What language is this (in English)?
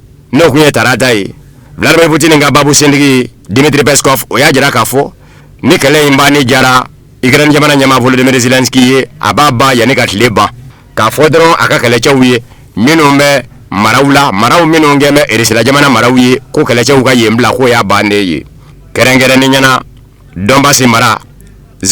Bambara